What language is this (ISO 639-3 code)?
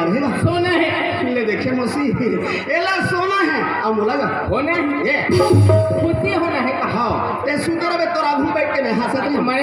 hne